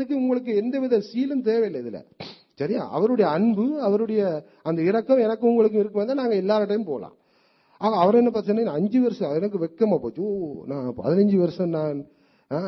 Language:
Tamil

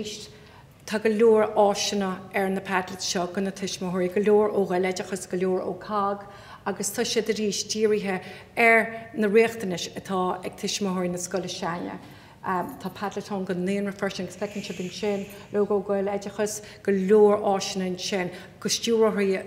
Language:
Irish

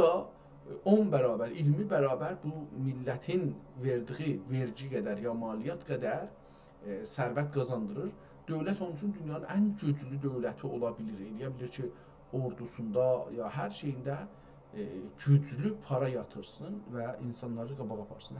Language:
South Azerbaijani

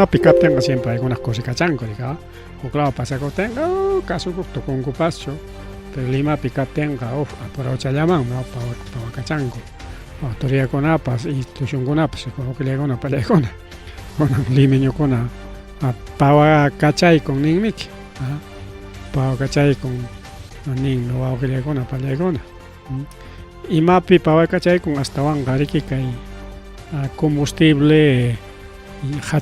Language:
Ayacucho Quechua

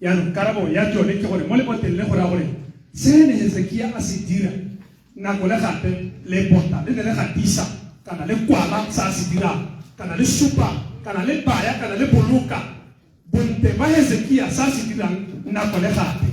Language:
Tswana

